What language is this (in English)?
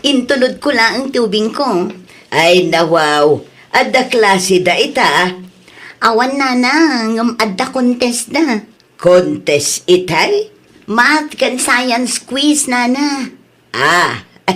Iloko